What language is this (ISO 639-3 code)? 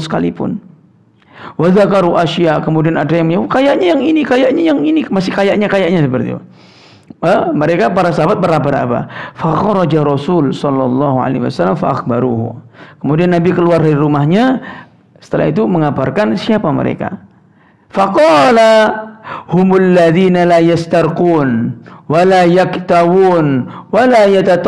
ind